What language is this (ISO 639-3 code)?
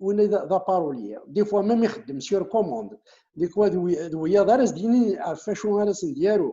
kab